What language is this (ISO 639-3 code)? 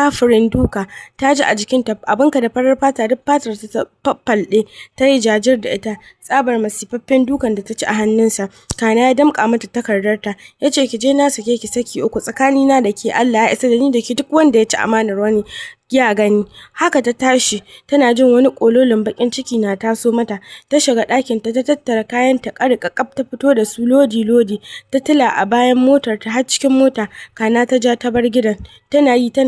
hau